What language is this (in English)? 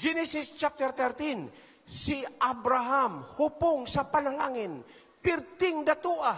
Cebuano